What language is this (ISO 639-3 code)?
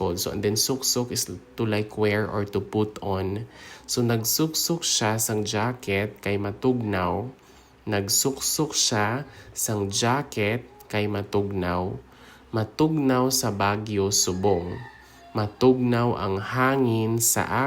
hil